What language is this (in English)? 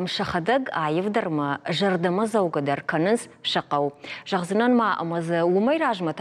Ossetic